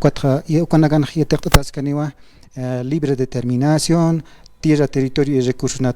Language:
Aymara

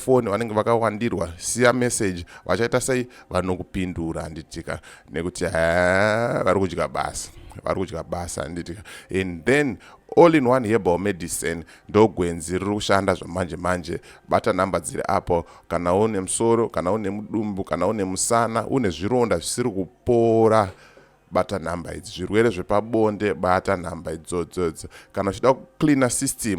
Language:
Shona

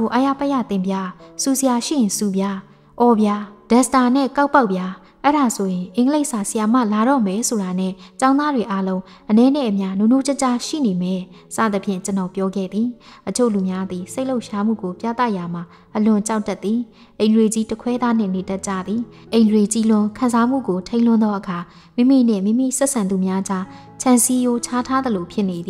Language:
Burmese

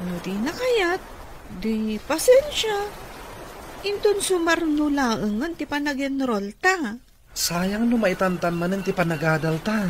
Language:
Iloko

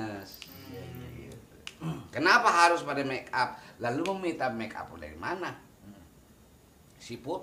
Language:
Betawi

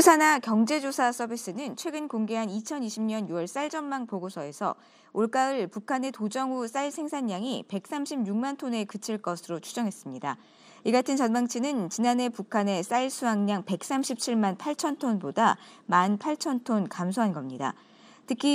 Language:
Korean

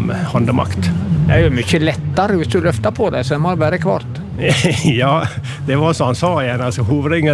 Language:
Norwegian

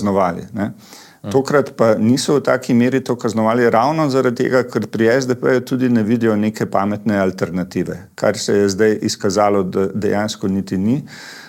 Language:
Slovenian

